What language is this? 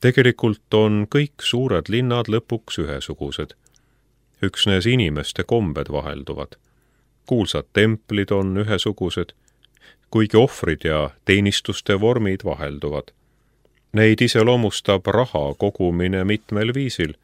Estonian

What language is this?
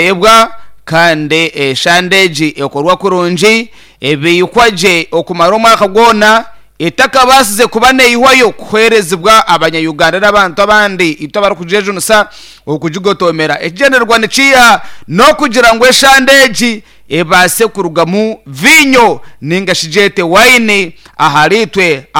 Nyankole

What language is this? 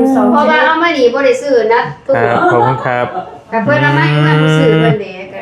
Lao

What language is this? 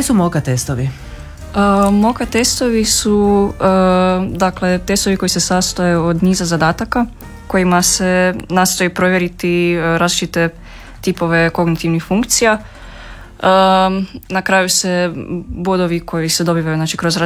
Croatian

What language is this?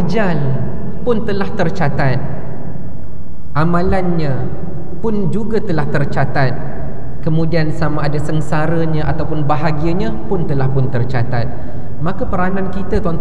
Malay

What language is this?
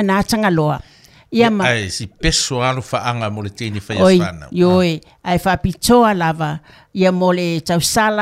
Samoan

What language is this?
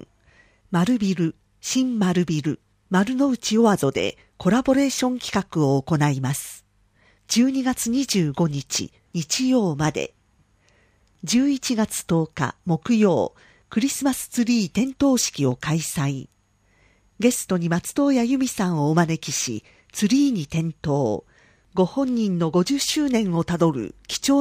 Japanese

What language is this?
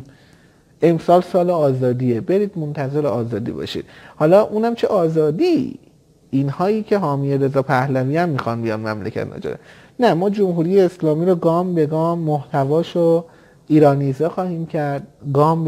Persian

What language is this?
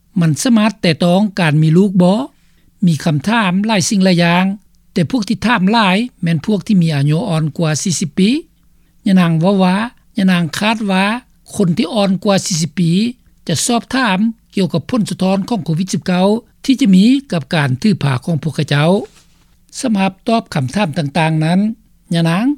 Lao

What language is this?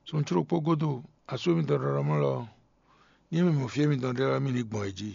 Fon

